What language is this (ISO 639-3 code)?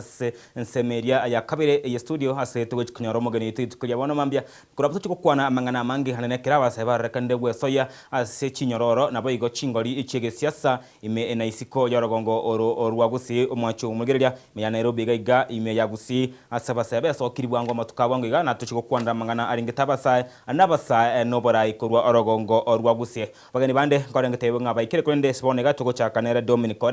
guz